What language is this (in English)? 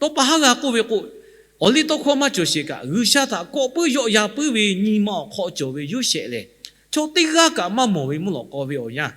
Lahu